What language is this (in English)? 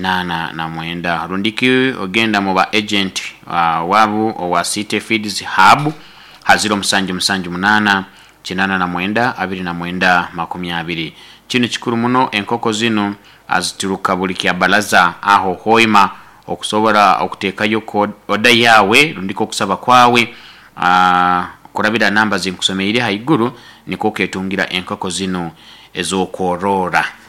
Nyoro